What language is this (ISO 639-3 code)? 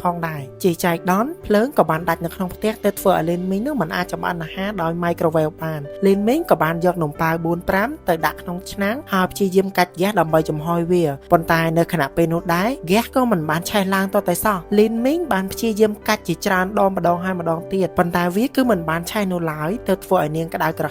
khm